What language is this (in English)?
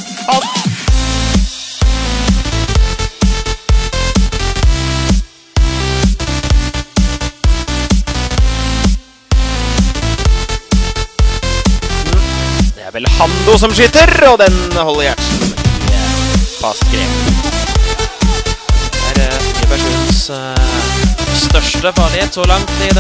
Norwegian